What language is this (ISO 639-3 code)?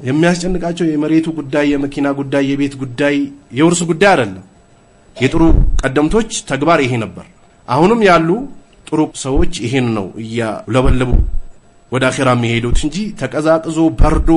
amh